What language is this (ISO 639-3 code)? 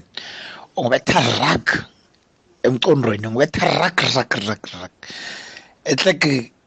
nbl